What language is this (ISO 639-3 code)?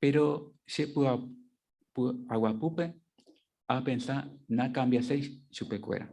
grn